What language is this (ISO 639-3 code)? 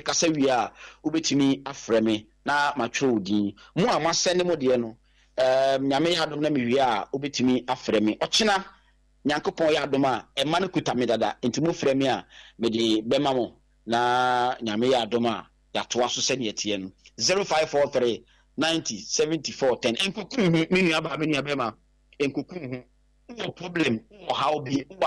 aka